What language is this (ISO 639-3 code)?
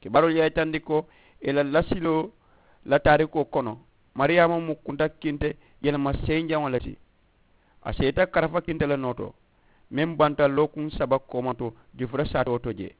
man